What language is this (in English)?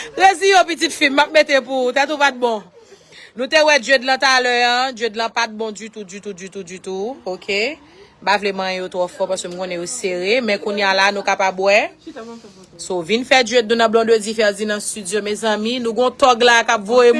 Haitian Creole